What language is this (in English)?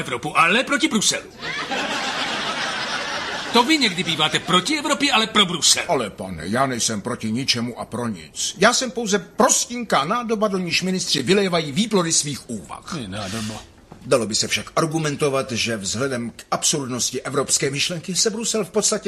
Czech